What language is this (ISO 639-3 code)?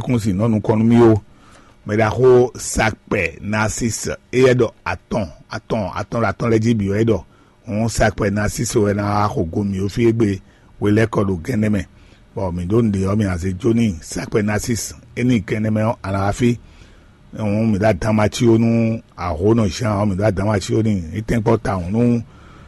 fon